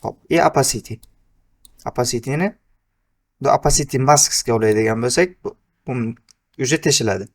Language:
Uzbek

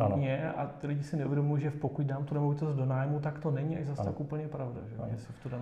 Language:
Czech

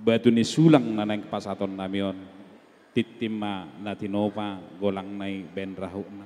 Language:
Batak Toba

